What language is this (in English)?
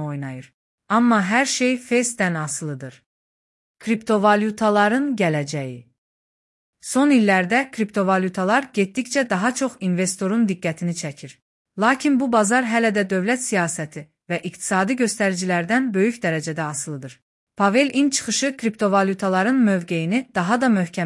Azerbaijani